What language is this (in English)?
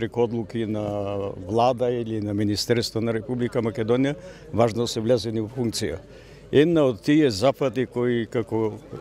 Macedonian